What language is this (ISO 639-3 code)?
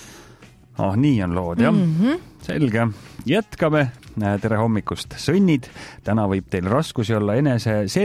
est